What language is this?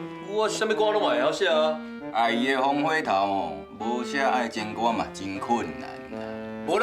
Min Nan Chinese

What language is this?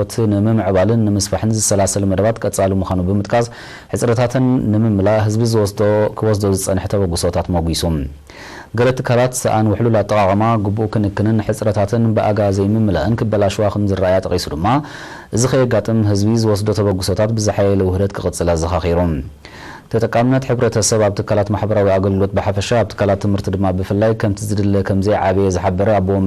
Tigrinya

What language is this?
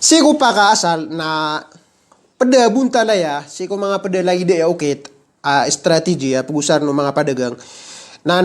Maranao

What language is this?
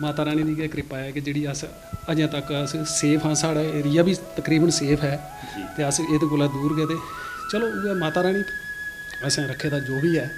Dogri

